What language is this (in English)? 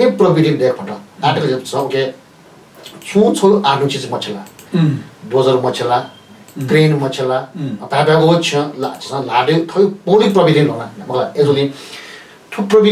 Newari